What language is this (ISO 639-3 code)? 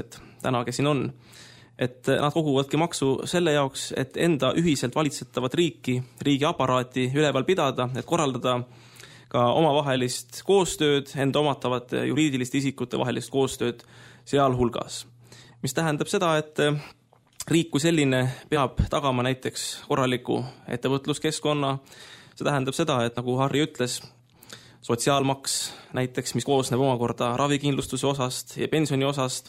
est